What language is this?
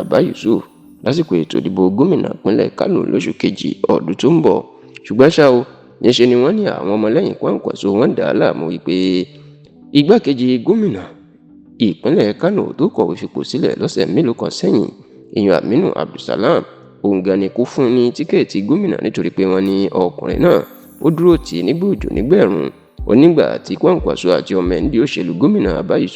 Yoruba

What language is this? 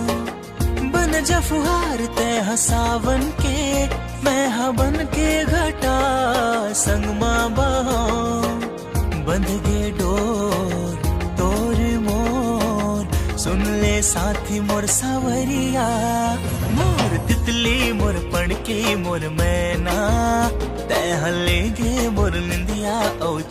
Chhattisgarhi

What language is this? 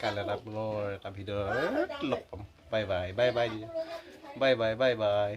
Assamese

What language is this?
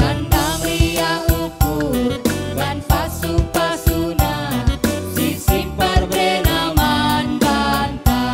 Batak Karo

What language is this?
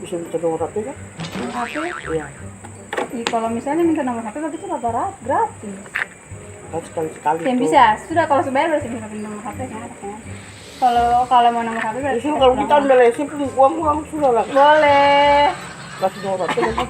Ambonese Malay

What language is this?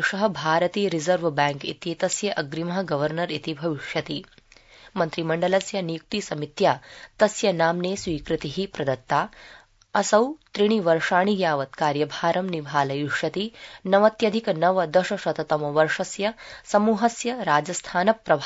Sanskrit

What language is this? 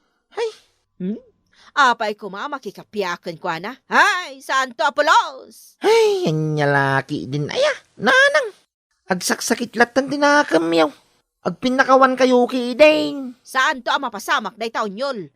Iloko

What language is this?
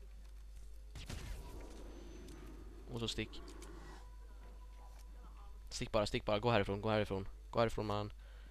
Swedish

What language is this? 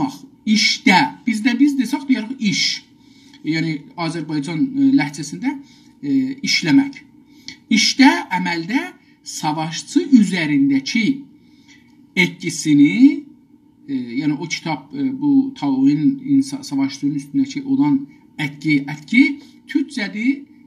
South Azerbaijani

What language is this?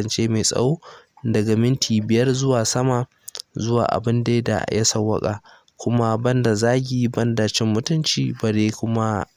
Hausa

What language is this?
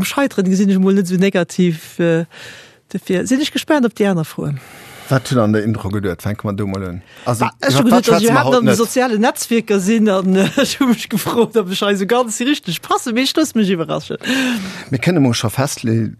Luxembourgish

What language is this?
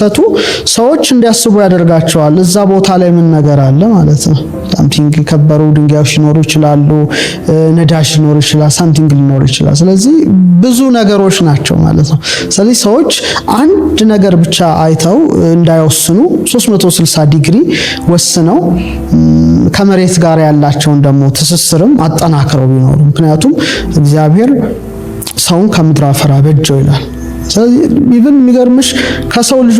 Amharic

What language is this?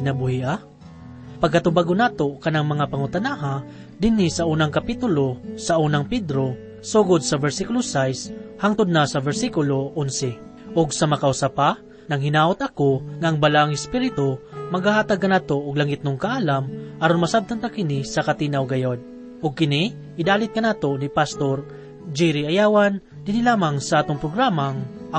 Cebuano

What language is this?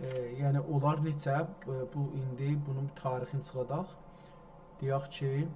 South Azerbaijani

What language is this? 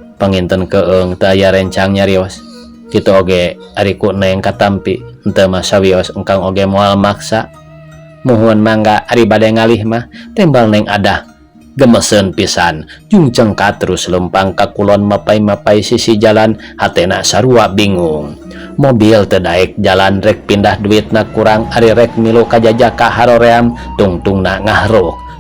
Sundanese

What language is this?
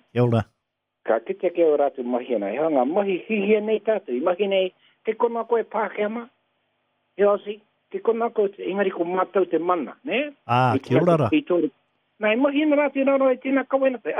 Māori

